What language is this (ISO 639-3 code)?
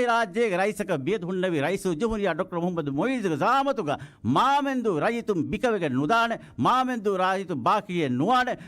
div